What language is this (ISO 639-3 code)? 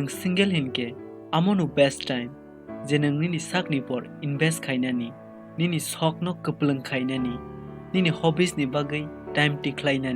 trp